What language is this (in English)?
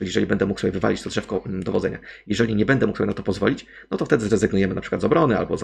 Polish